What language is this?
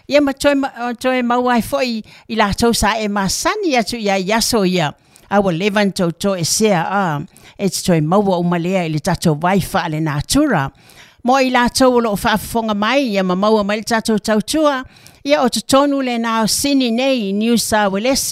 Samoan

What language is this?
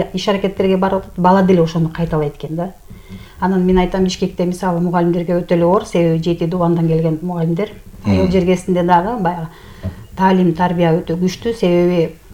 Kyrgyz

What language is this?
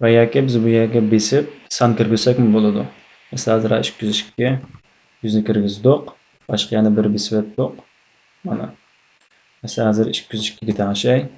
Uyghur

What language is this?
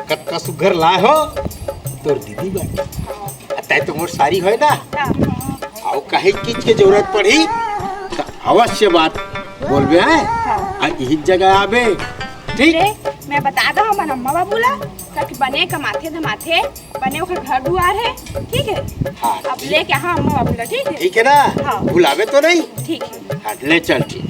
Chhattisgarhi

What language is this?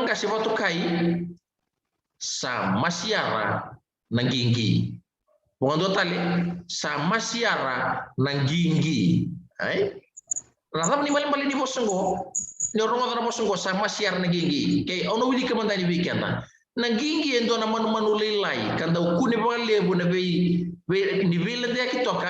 Fijian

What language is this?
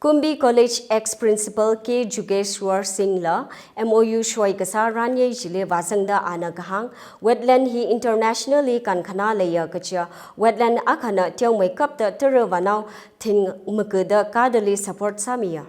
Tangkhul Naga (India)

